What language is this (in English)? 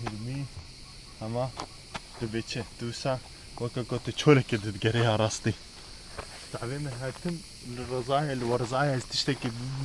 Kurdish